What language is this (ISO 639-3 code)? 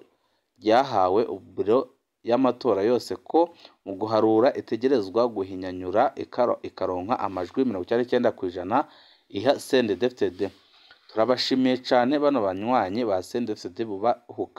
run